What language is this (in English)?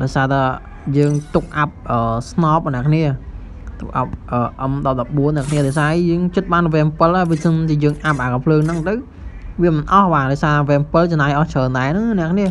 Khmer